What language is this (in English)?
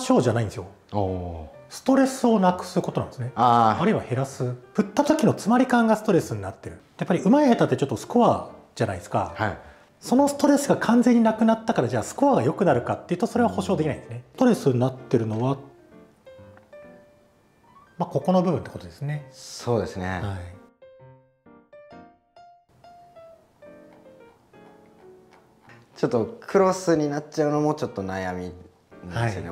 Japanese